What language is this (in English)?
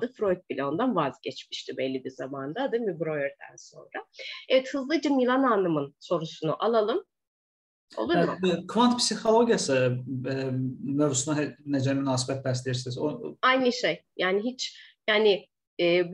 Turkish